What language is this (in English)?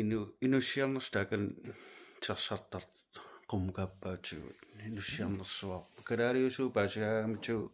Kalaallisut